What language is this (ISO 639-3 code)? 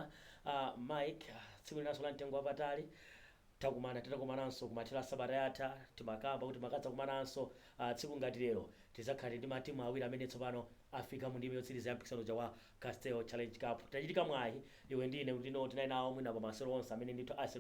nya